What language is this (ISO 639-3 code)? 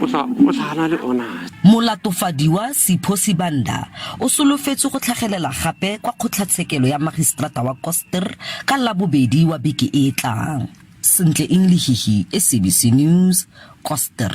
tsn